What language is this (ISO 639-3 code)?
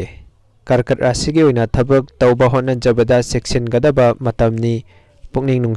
mni